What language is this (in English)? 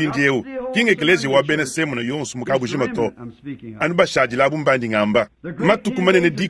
Luba-Lulua